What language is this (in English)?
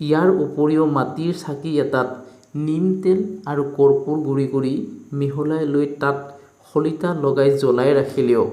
Assamese